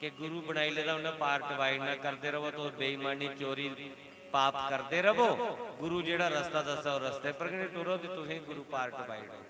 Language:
Dogri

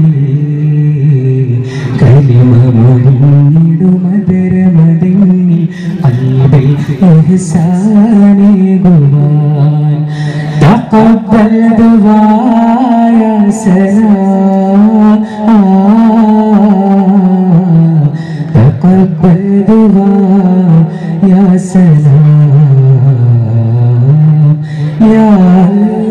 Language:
Malayalam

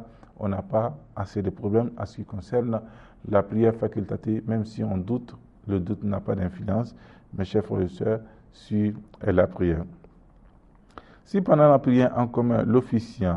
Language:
French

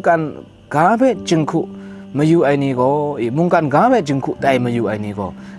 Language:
Kachin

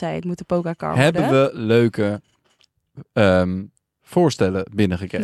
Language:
Dutch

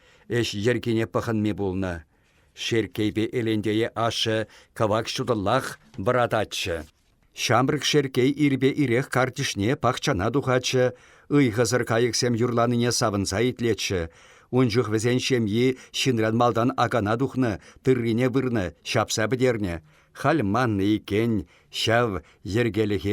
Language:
Chuvash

